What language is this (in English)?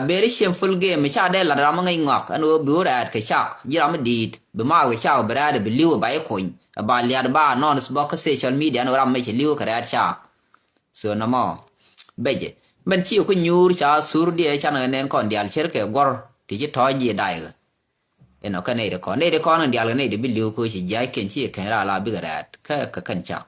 Nuer